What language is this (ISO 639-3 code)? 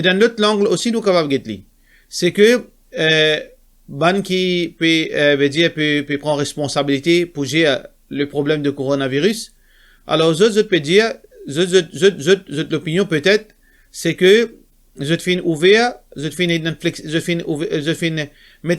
mfe